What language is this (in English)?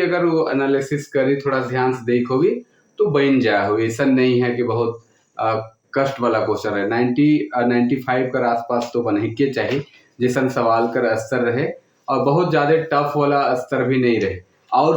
Sadri